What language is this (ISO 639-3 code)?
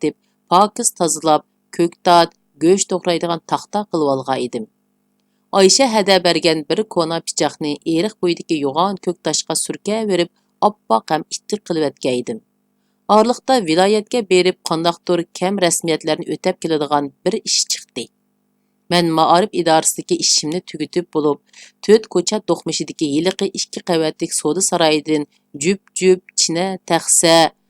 uig